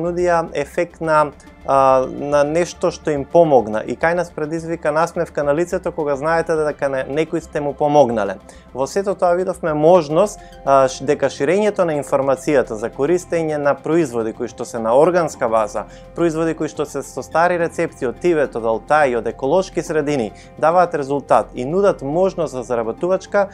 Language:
Macedonian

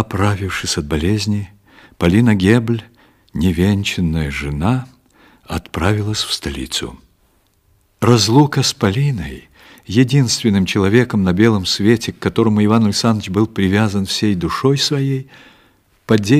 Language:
Russian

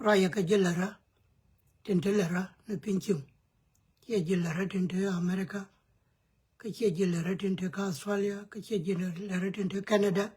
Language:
Nuer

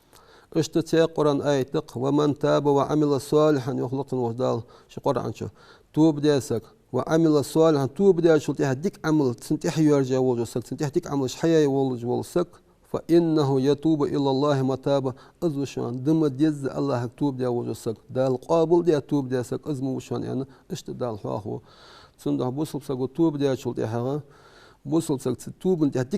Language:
Ingush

